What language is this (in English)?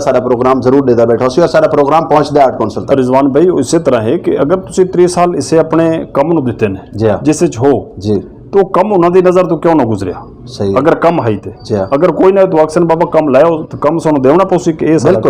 Saraiki